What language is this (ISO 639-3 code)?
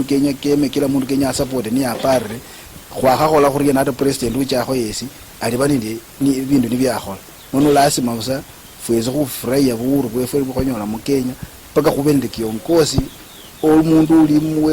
luy